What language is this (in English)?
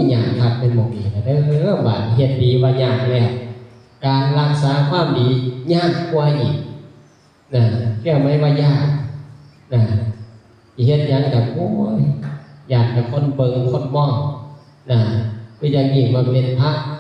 Northeastern Thai